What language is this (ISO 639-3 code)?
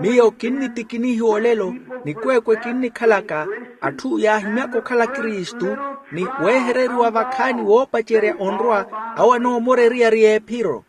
vmw